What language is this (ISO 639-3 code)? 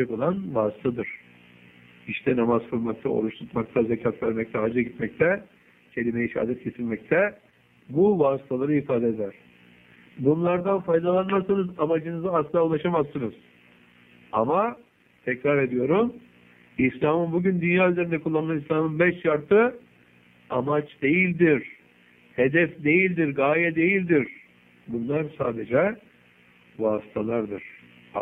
tur